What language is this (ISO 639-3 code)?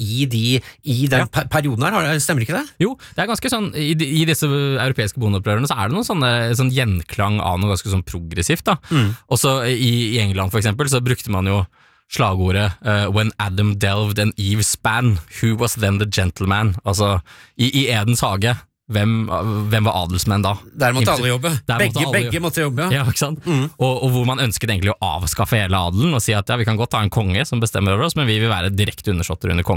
nor